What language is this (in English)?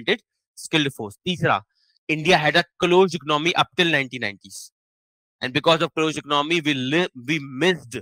English